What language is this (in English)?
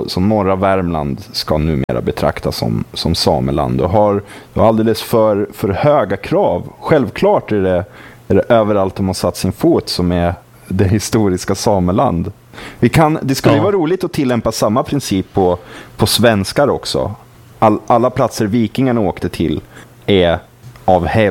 Swedish